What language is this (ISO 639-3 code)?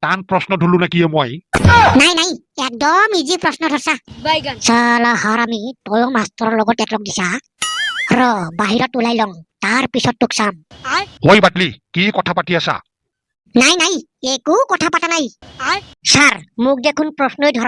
asm